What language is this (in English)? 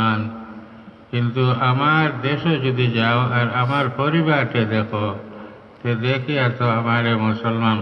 Sylheti